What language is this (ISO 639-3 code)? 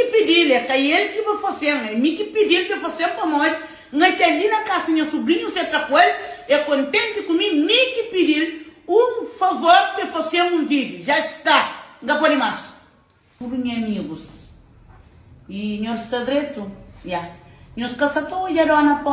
kea